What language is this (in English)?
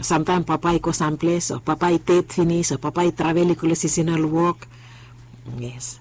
Bislama